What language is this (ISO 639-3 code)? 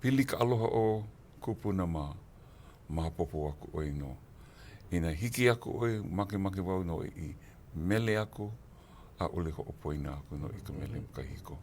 haw